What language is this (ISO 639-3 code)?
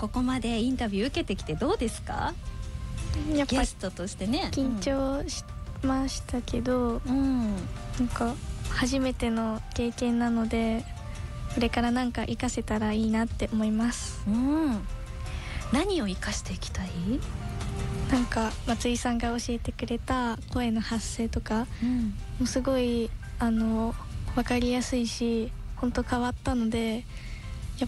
jpn